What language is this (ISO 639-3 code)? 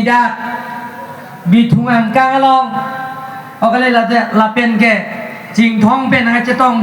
mjw